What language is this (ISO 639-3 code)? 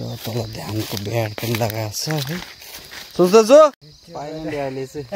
nep